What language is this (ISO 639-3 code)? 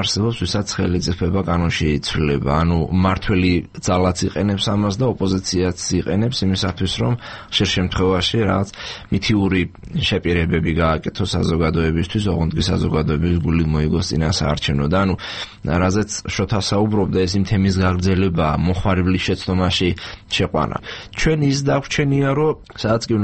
kat